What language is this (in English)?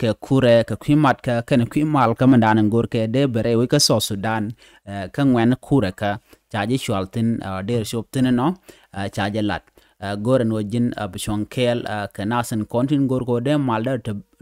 Nuer